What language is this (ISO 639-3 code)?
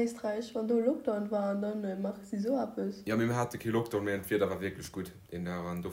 ltz